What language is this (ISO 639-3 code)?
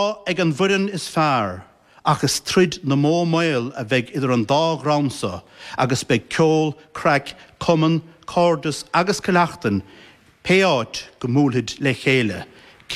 gle